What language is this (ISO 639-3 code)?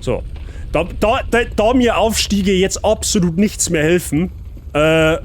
bar